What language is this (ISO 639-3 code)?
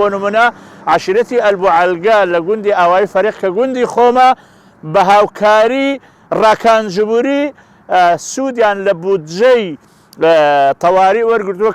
ckb